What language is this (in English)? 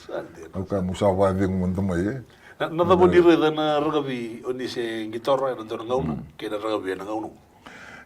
Fijian